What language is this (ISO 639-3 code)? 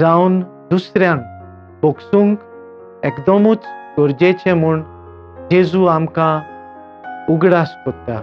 kok